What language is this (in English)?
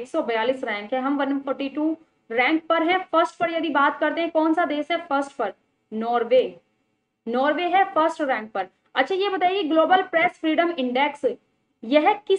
Hindi